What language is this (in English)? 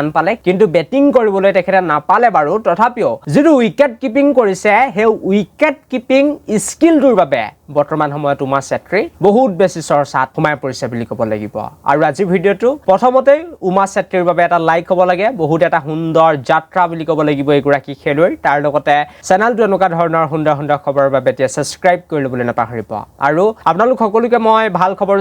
Assamese